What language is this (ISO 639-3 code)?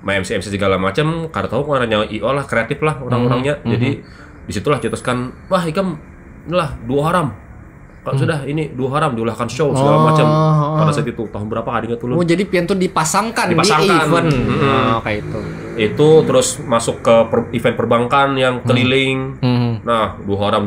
bjn